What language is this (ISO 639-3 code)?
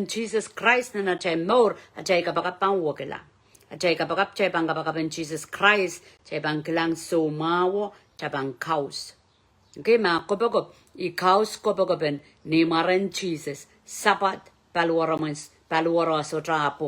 pon